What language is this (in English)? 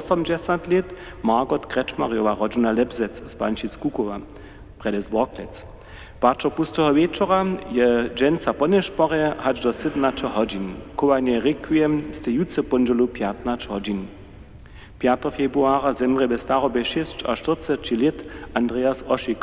Upper Sorbian